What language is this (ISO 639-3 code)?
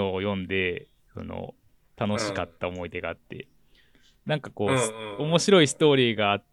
jpn